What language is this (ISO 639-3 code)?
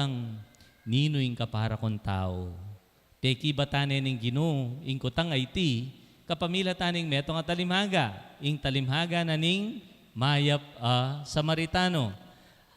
pam